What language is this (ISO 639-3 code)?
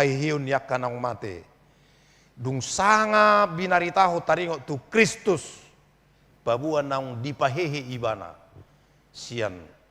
bbc